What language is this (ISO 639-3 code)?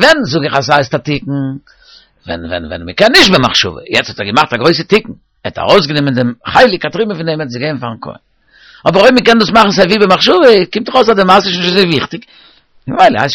yid